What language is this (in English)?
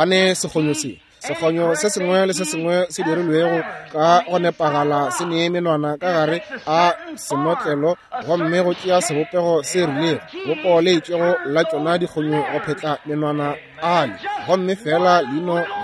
Northern Sotho